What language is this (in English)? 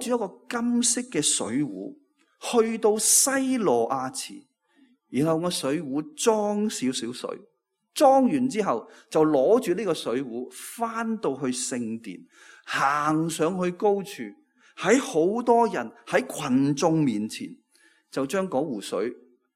Cantonese